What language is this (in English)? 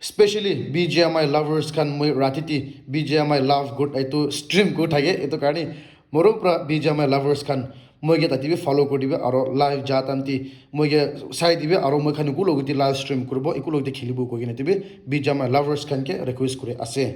Naga Pidgin